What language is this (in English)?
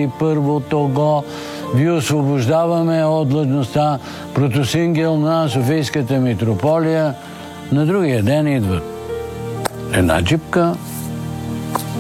Bulgarian